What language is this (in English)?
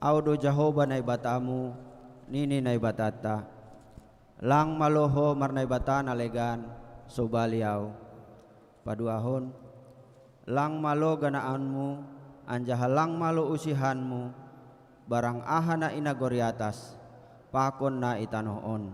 Batak Simalungun